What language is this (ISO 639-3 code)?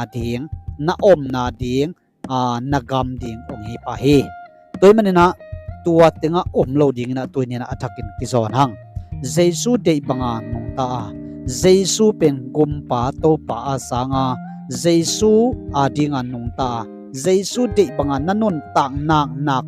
ctd